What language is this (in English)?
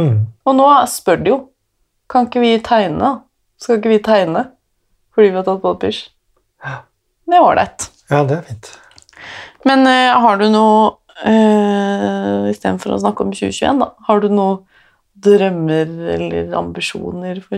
Norwegian